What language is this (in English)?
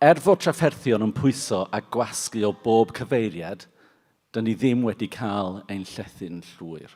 Welsh